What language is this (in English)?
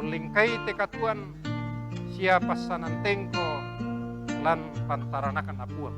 Toraja-Sa'dan